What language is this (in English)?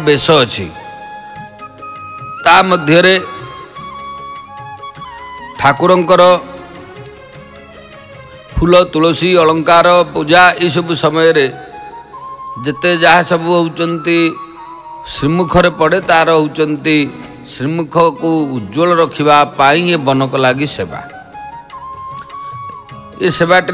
Odia